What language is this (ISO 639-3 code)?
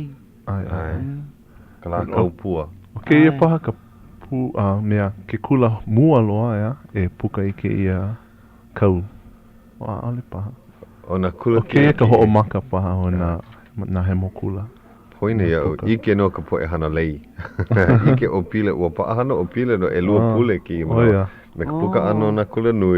haw